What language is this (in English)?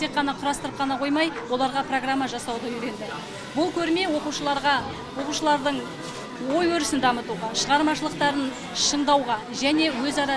Kazakh